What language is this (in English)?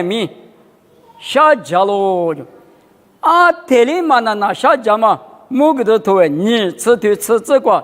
Lisu